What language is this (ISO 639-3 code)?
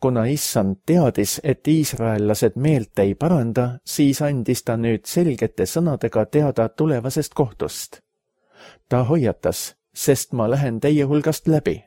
est